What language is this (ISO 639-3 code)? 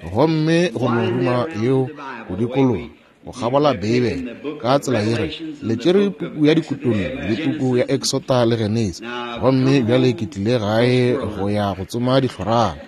nso